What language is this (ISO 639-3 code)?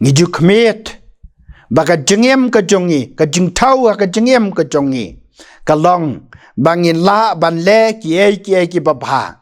kha